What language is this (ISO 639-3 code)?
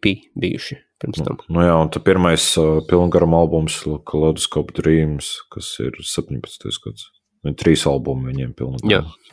lav